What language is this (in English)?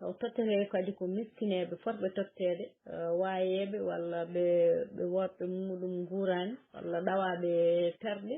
Fula